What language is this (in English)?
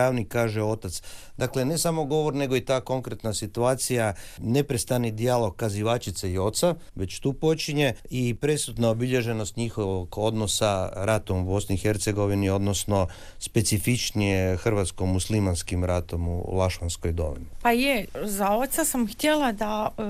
Croatian